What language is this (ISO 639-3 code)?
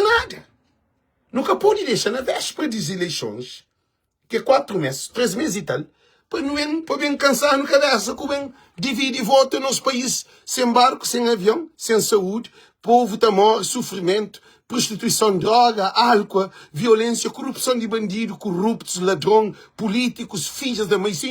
kea